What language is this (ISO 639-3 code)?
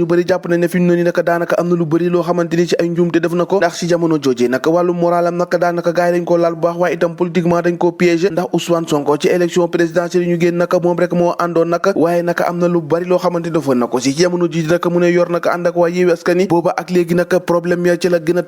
wol